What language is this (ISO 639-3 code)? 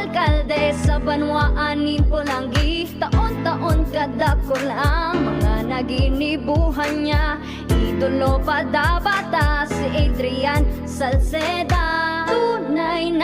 bik